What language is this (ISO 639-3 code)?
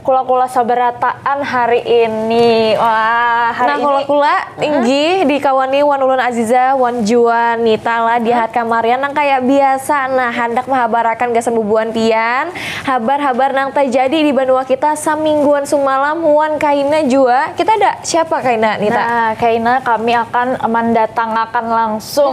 bjn